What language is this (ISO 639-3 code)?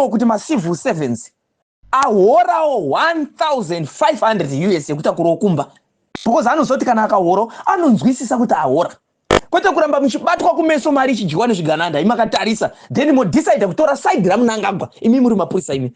sna